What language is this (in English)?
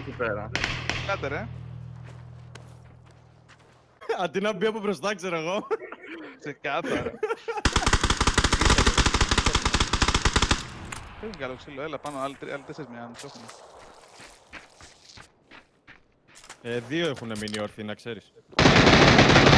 Greek